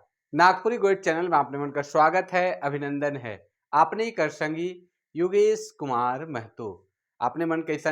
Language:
Sadri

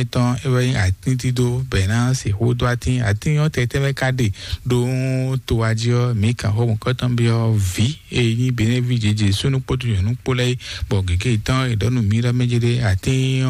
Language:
Fon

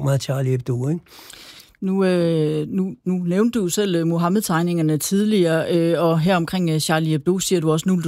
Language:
Danish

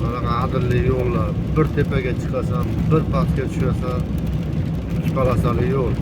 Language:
Uzbek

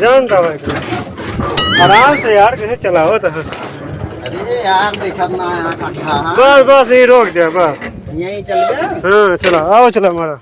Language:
Awadhi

